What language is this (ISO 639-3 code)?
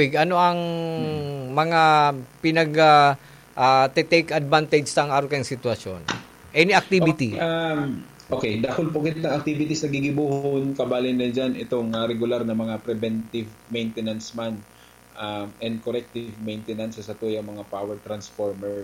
bik